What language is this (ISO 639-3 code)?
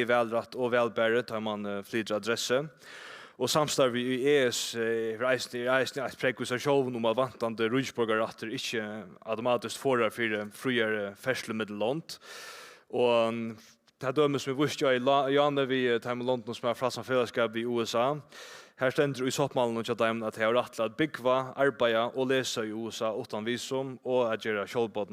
fao